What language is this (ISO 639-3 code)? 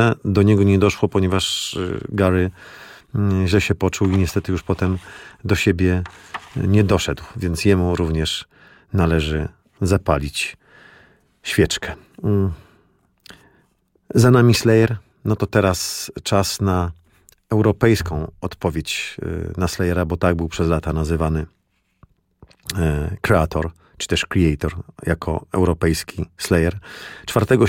pol